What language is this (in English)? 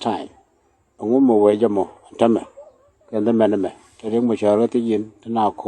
Nuer